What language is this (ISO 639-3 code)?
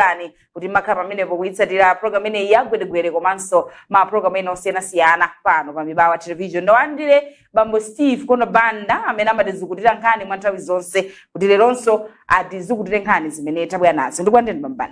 nya